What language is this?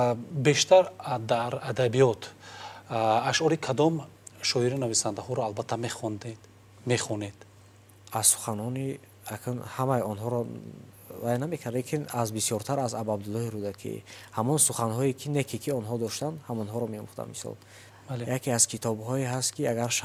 Tajik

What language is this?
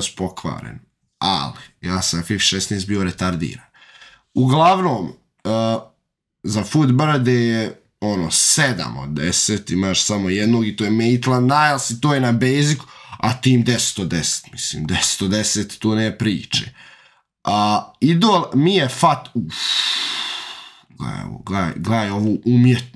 Croatian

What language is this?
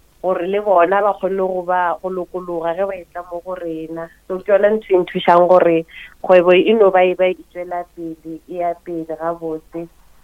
Northern Sotho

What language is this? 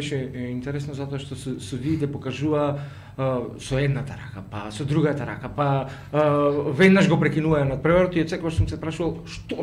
Macedonian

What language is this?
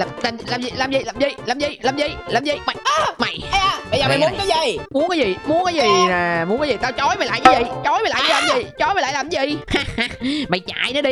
Vietnamese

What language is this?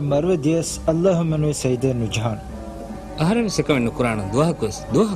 Divehi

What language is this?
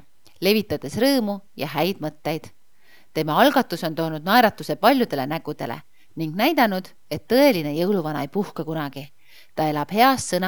Estonian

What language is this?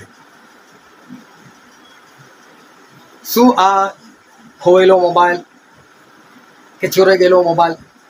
Gujarati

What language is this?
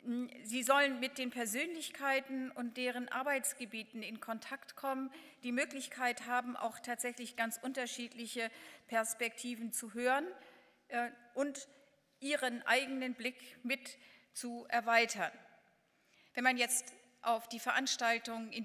German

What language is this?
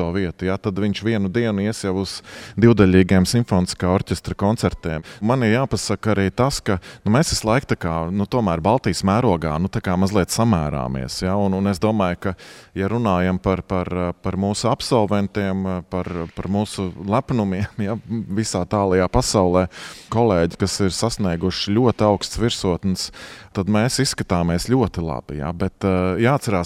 Latvian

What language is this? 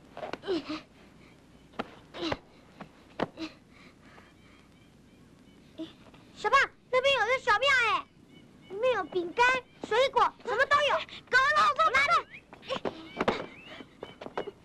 Chinese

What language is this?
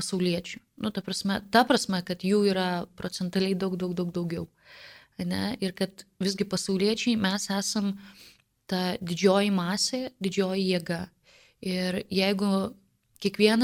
Lithuanian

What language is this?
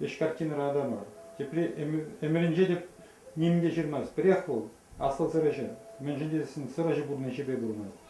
Chuvash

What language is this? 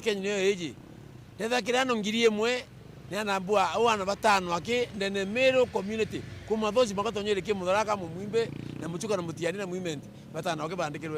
Meru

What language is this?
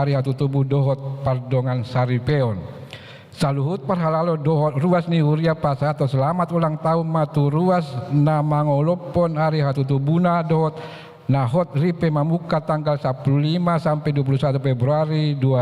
Batak Toba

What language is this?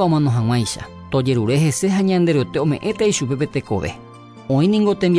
Guarani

